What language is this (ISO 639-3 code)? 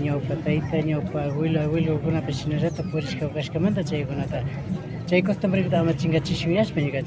qvi